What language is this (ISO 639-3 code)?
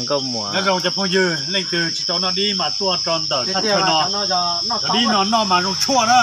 hmn